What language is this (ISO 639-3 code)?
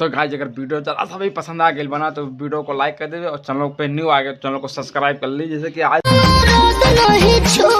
bho